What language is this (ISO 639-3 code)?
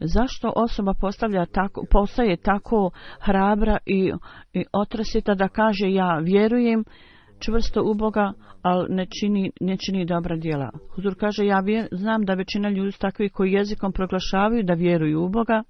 bos